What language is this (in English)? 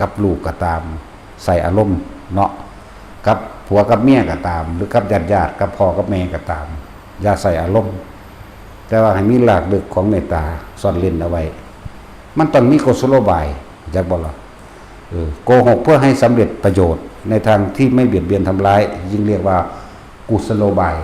Northeastern Thai